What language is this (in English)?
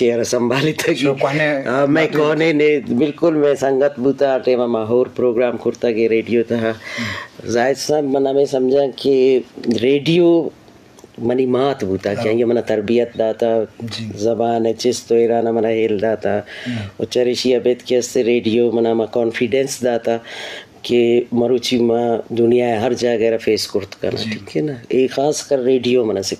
Eastern Balochi